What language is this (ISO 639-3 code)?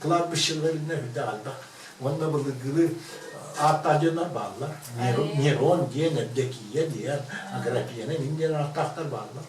sah